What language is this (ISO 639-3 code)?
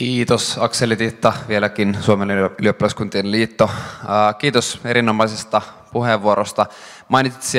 fin